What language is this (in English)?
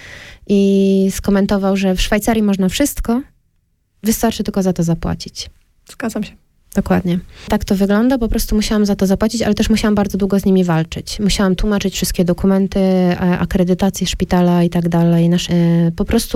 Polish